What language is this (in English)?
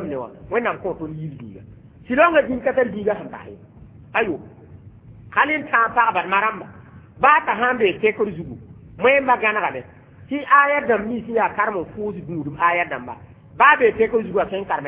Mossi